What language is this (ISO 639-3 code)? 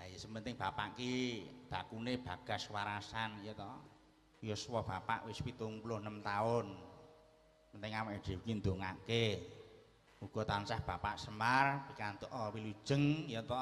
jav